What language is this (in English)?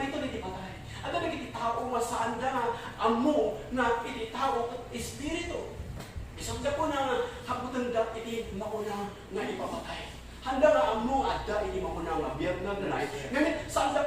Iloko